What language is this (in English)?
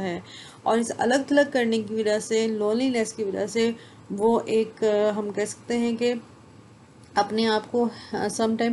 Urdu